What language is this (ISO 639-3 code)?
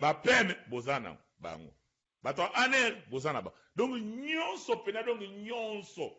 lin